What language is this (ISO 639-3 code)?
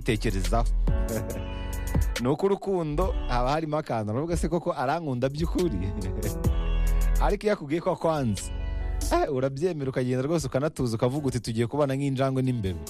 kin